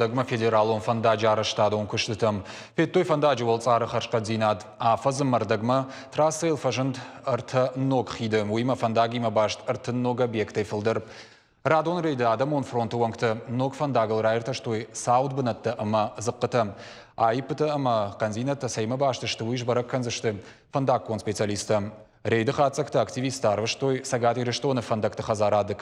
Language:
Ossetic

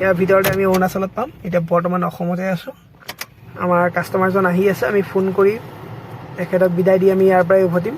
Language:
Assamese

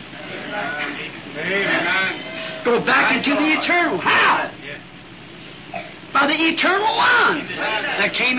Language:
English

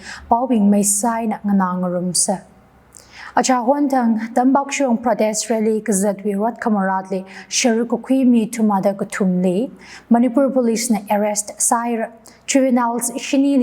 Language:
Tangkhul Naga (India)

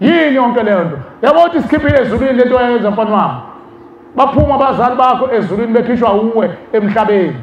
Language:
Zulu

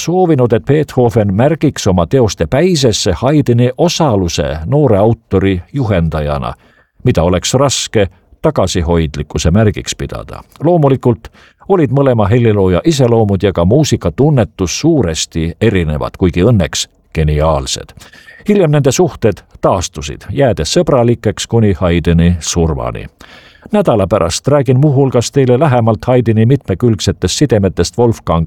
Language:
Estonian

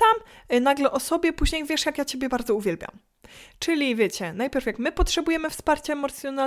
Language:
Polish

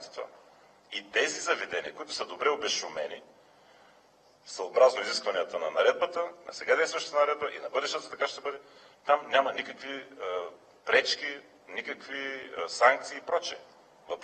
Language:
Bulgarian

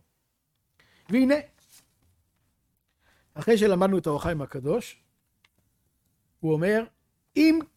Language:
Hebrew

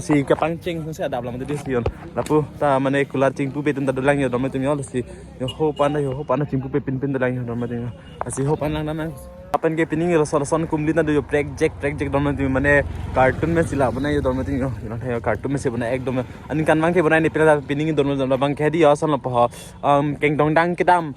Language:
Karbi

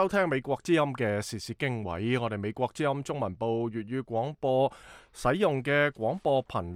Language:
Cantonese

